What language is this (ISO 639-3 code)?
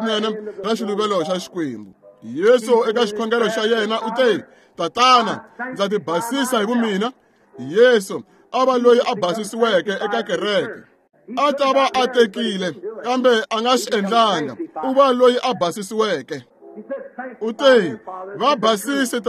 tso